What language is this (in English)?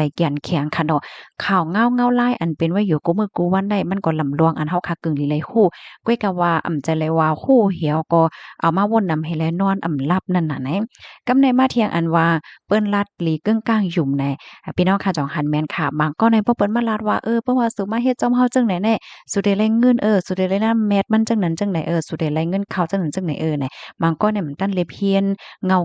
Shan